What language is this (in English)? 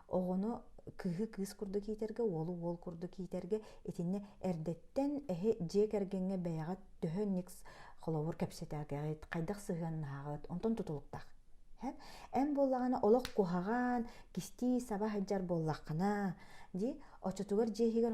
Yakut